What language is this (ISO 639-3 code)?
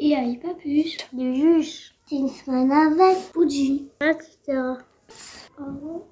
oci